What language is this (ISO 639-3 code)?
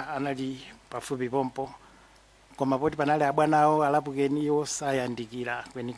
nya